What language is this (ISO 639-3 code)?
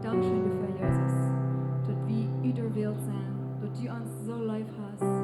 pdt